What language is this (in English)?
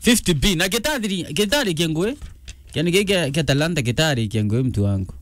Meru